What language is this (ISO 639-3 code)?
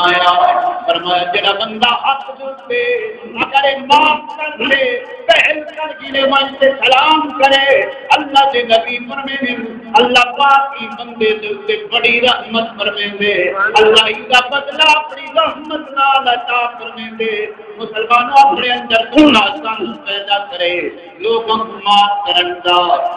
skr